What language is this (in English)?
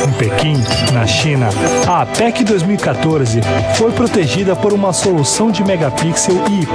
Portuguese